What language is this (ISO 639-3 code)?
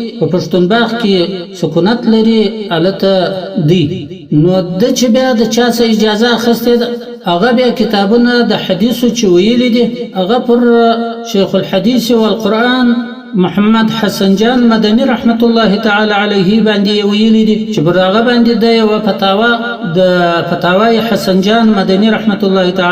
pus